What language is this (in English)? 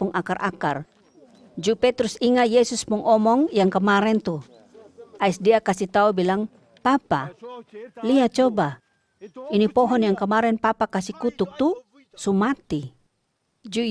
Kupang Malay